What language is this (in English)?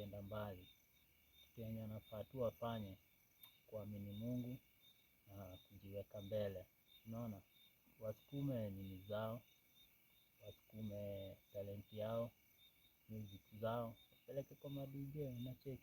Swahili